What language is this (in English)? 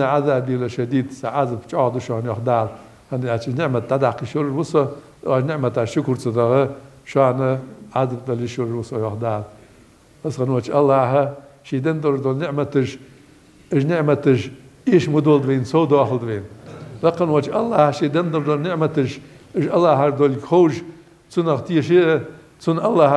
Ingush